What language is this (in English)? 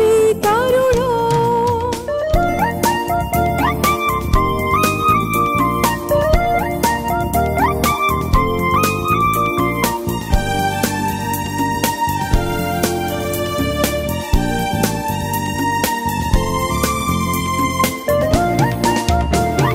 Tamil